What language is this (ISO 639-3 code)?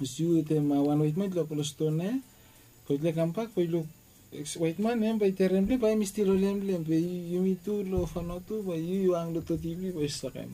bis